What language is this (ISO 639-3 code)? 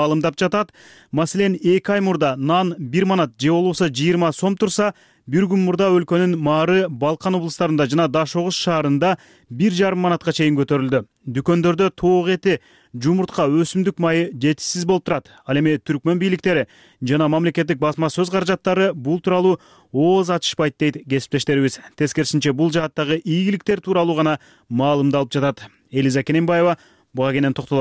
kir